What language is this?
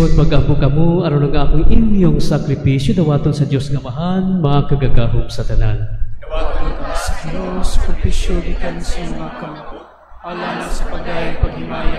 Cebuano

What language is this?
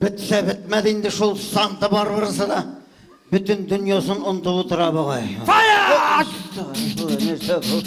Tatar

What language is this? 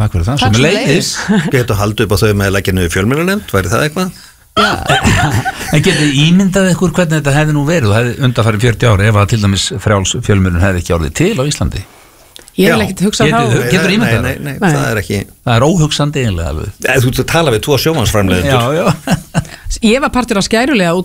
Icelandic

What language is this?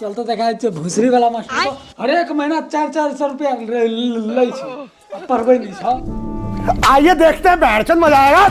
Maithili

